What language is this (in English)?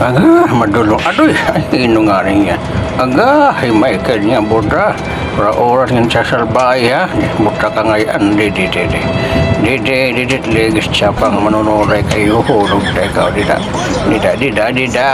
Waray